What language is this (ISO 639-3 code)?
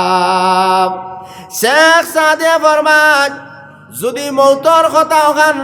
syl